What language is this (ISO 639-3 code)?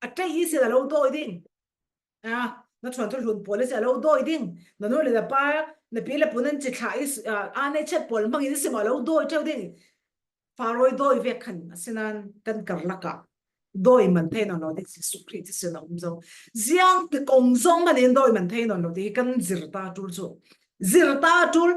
cfm